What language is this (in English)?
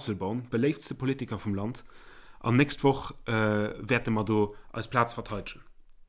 Luxembourgish